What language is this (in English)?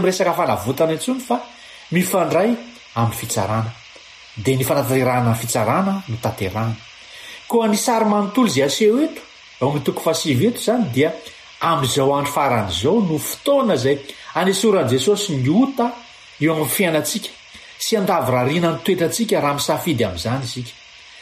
Malagasy